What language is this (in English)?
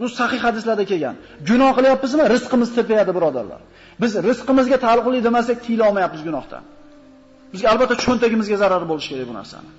Uzbek